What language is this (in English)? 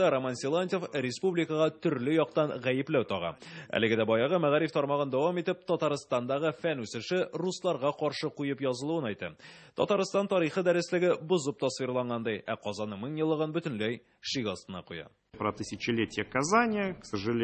Tatar